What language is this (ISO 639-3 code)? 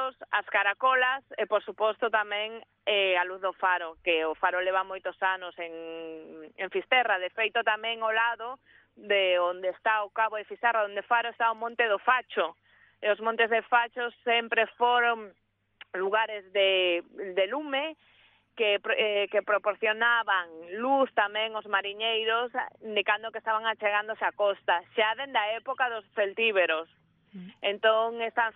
glg